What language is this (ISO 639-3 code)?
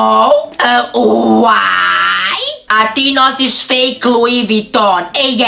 srp